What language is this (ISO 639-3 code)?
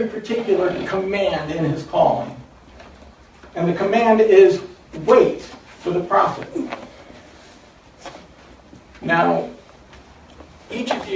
eng